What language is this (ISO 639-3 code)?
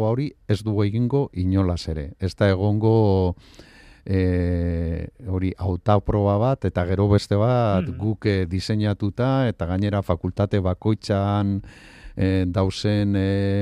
eus